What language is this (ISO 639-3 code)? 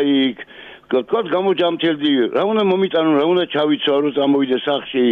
kat